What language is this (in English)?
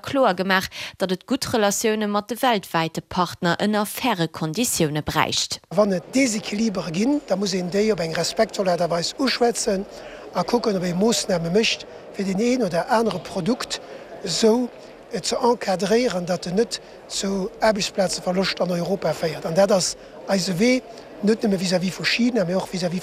Luxembourgish